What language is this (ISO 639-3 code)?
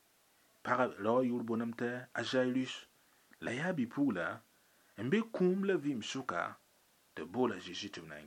mos